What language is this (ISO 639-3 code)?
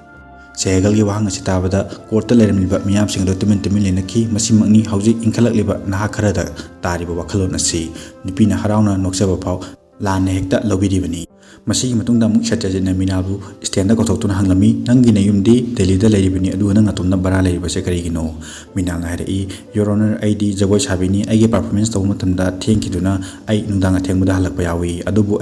mni